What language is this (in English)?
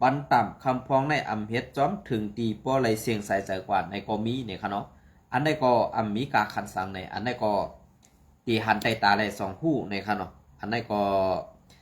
Shan